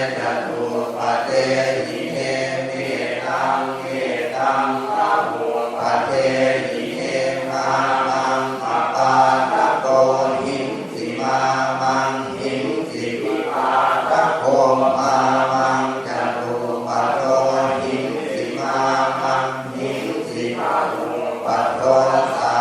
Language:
Pali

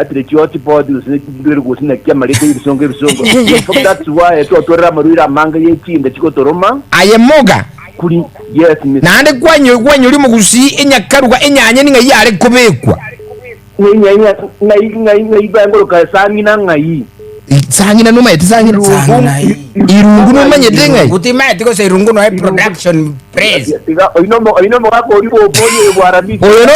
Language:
Gusii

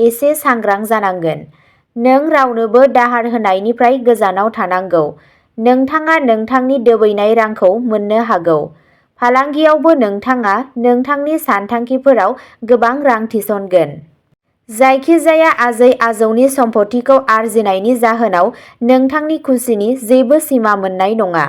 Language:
Bodo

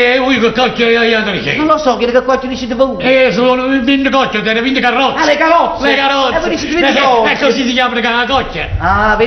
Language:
Neapolitan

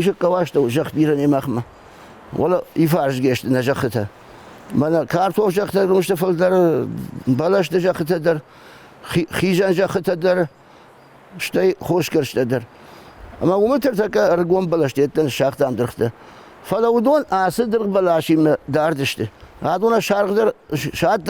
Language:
Ossetic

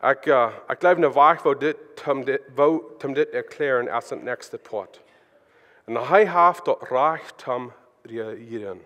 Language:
Plautdietsch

